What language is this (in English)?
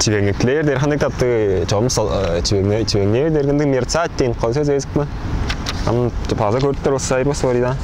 Tuvinian